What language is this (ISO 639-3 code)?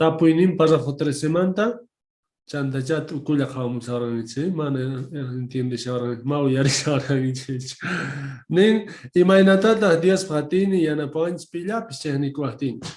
quh